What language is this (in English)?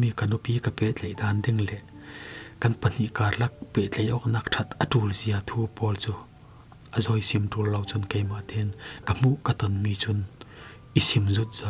Falam Chin